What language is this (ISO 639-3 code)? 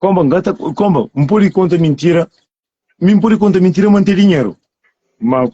kea